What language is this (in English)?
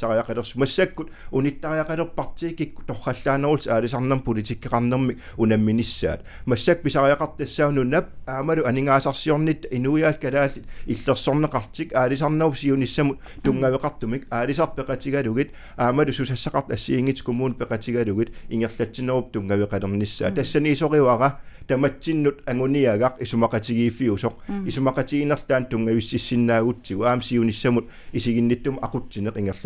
Kalaallisut